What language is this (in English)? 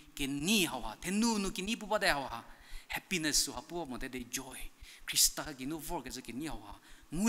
Angami Naga